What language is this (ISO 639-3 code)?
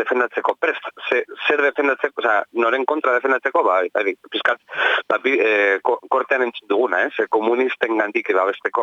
eus